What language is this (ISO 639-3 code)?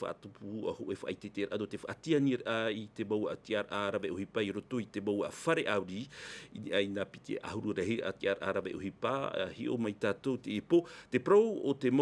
tah